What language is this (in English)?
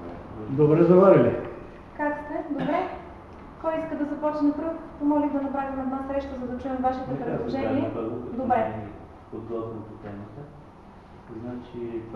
Bulgarian